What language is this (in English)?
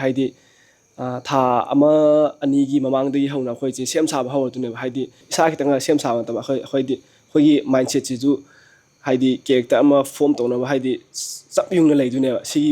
Manipuri